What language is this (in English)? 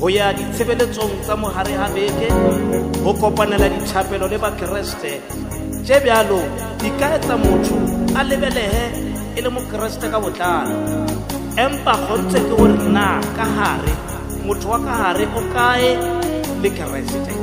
Northern Sotho